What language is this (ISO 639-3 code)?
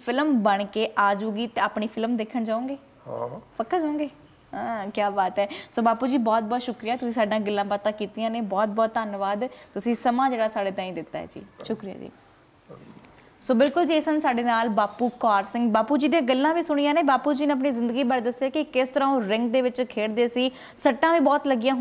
pan